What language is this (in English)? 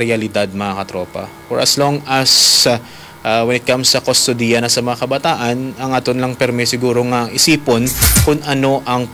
Hiligaynon